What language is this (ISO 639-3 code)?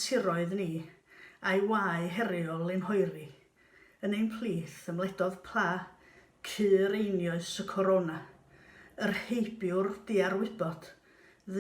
cym